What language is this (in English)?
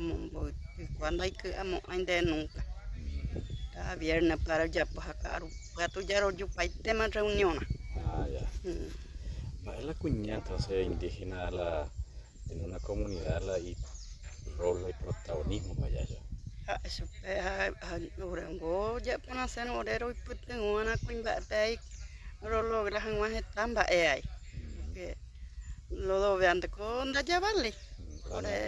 Guarani